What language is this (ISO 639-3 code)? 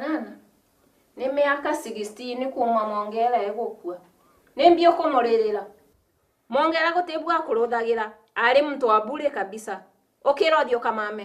mer